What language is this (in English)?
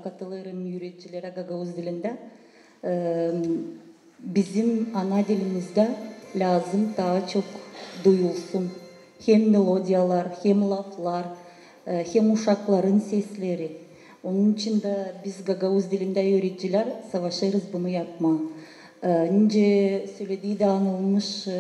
Gagauz